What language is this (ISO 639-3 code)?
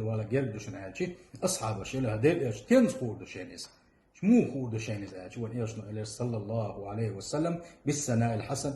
che